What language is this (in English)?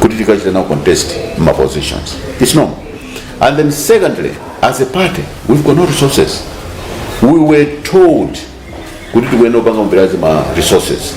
Nyanja